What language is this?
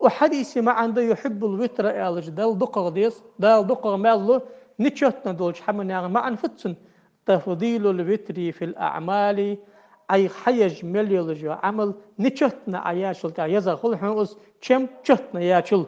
Ingush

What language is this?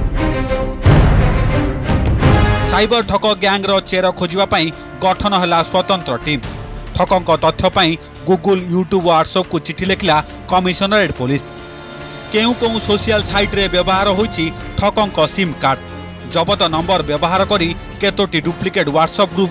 Odia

